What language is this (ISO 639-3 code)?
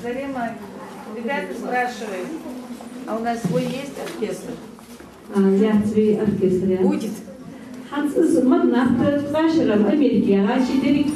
inh